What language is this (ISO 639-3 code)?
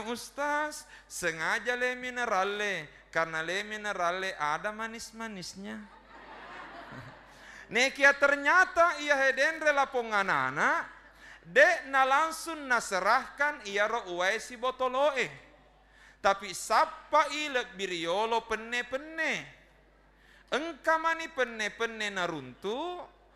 bug